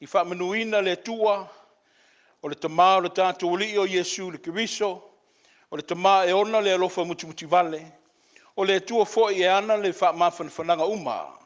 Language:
Samoan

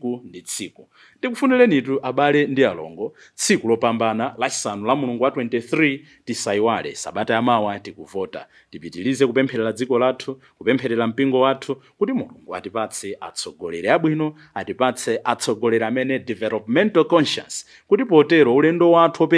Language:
Nyanja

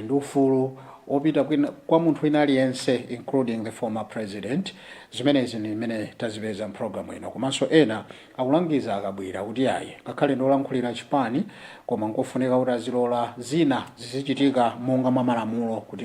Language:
Nyanja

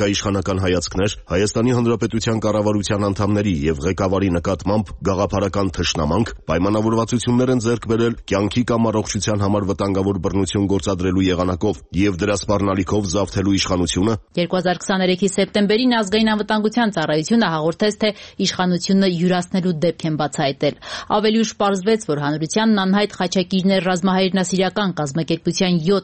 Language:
Armenian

